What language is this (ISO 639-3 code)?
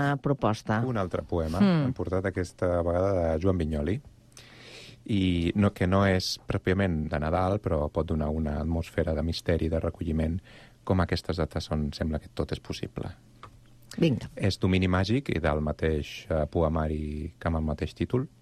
cat